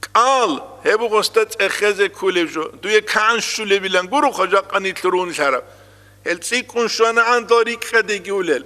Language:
Avaric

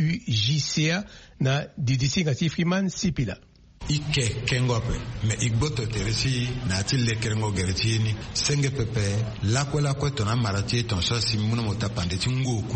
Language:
Sango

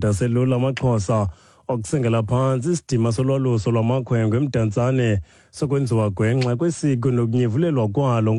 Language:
Xhosa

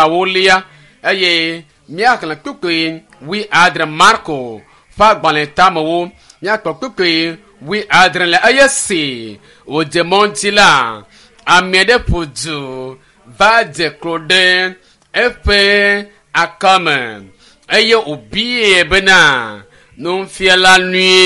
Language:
Ewe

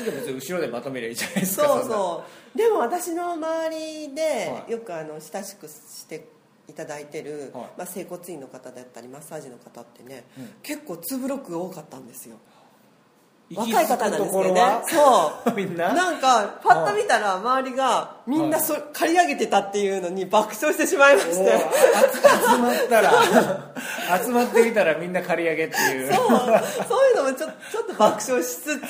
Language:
Japanese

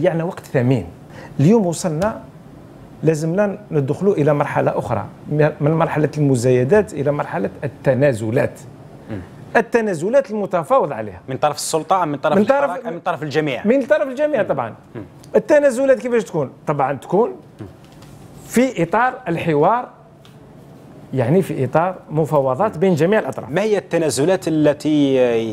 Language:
Algerian Arabic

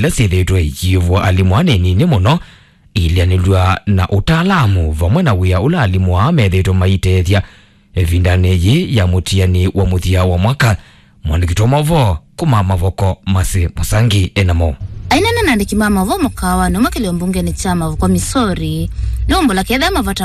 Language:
Kamba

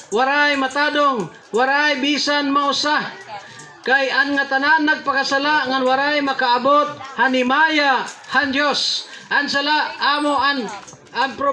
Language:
Waray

